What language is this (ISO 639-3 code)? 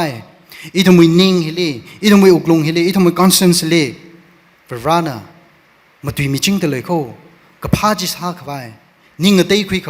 nmf